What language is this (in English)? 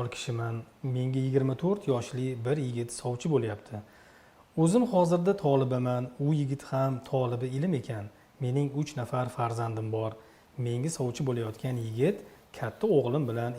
Uzbek